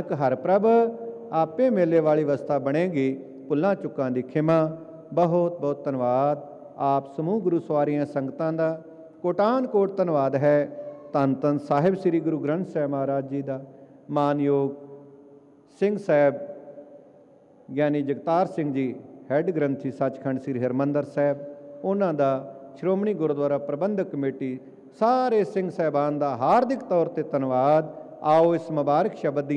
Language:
Punjabi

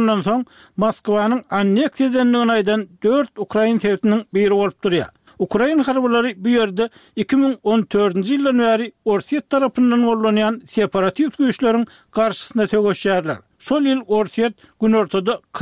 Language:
Turkmen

